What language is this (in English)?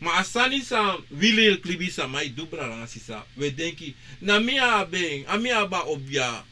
Sranan Tongo